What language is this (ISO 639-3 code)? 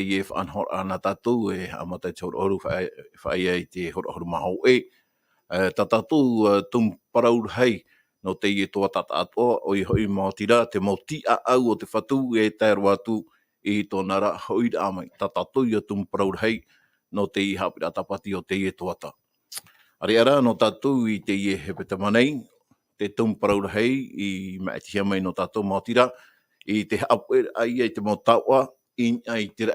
tah